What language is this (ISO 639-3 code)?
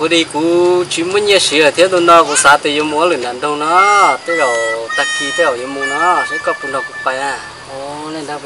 hmn